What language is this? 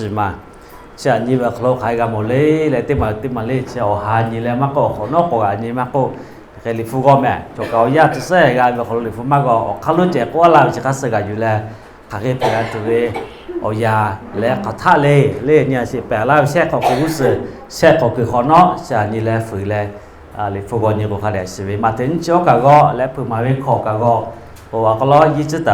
Lahu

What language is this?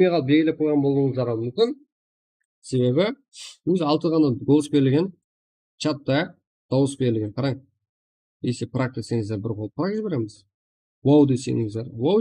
Kara-Kalpak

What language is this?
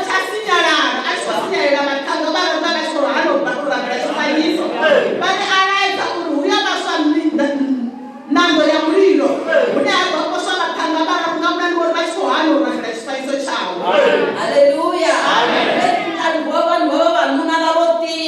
Venda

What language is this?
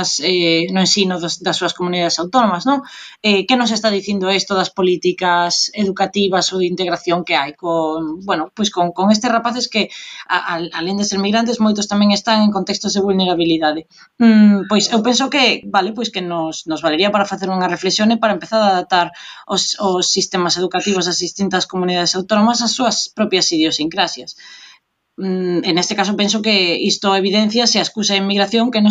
Galician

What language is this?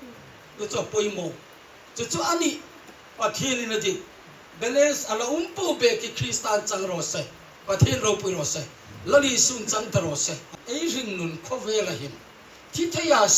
Hmar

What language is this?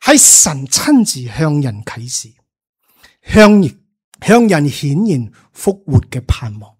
Cantonese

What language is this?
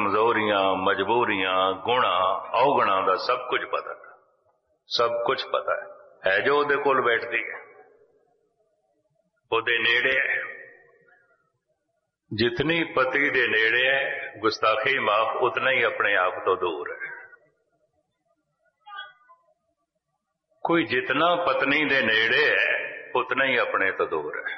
Punjabi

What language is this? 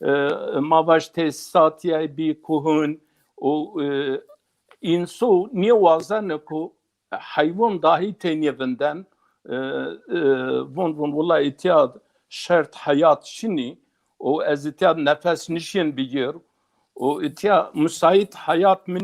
Zaza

